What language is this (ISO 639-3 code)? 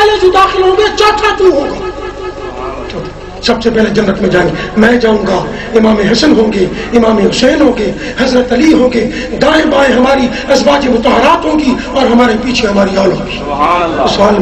urd